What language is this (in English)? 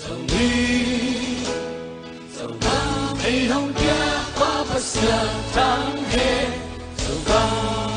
Tedim Chin